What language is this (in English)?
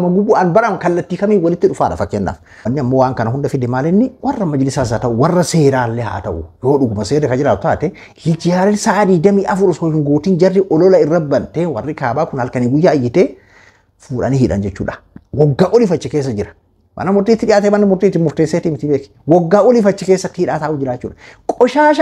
Oromo